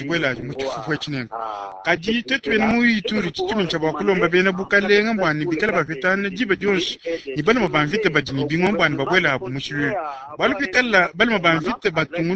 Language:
Luba-Lulua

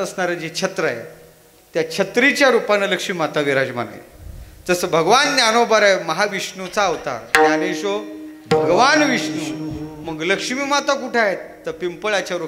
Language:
Marathi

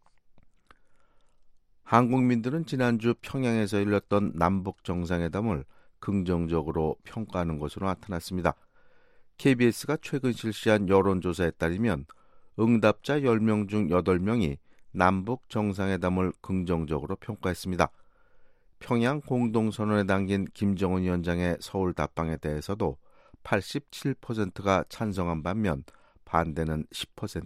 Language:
Korean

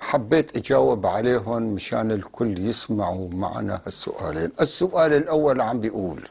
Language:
North Levantine Arabic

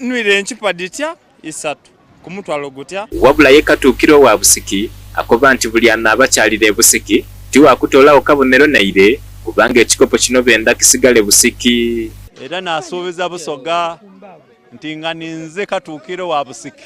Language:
Soga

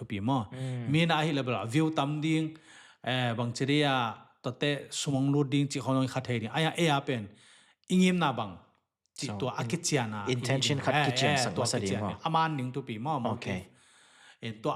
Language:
Tedim Chin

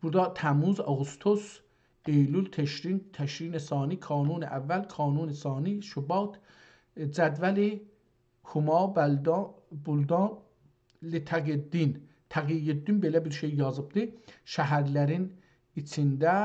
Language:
South Azerbaijani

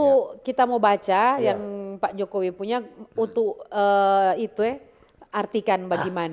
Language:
Manado Malay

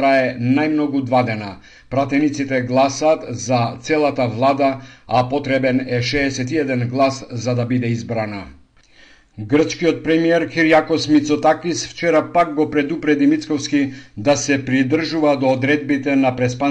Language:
Macedonian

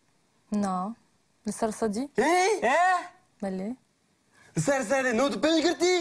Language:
Kurdish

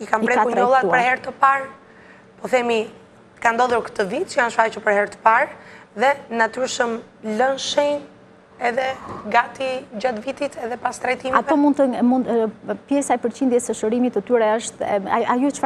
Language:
Albanian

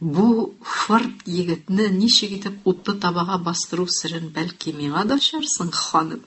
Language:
Tatar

